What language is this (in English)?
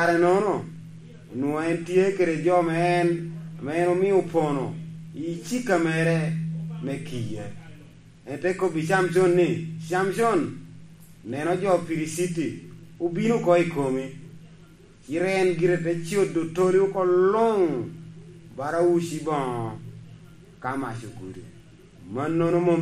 Lango (Uganda)